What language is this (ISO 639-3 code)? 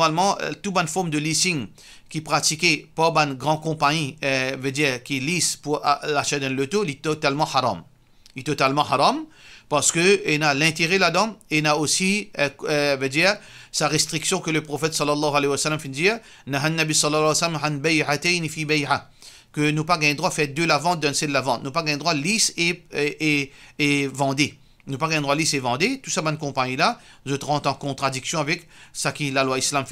mfe